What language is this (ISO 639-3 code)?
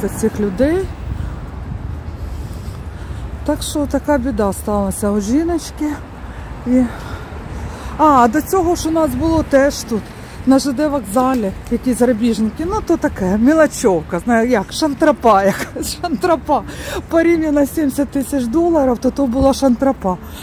ukr